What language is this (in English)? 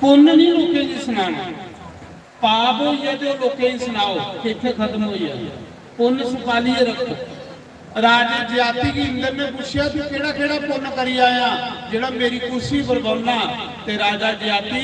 Dogri